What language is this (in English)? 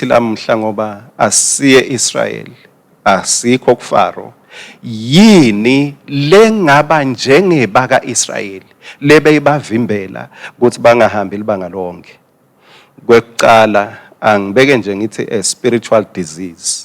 Swati